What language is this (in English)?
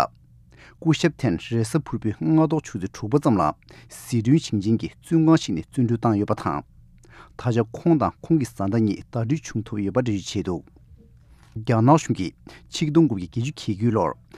Tibetan